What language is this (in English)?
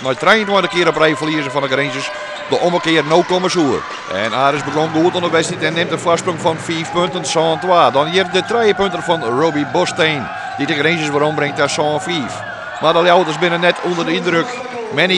Western Frisian